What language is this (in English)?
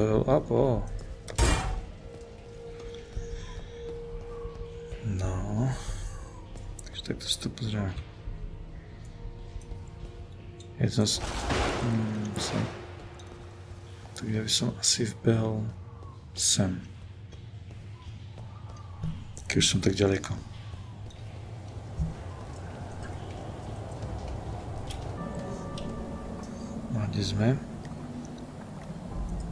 Slovak